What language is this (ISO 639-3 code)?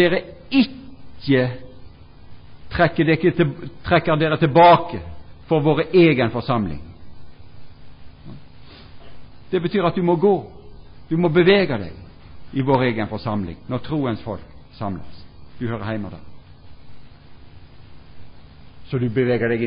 nor